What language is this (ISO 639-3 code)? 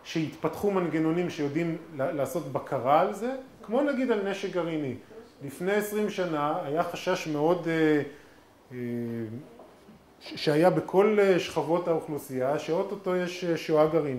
heb